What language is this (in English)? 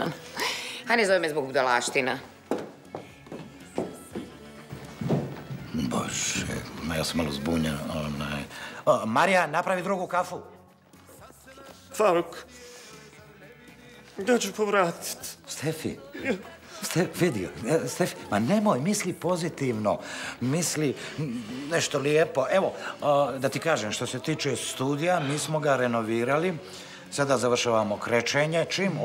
Bosnian